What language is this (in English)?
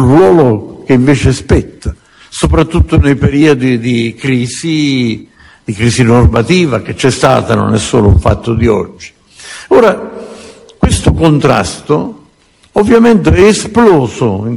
Italian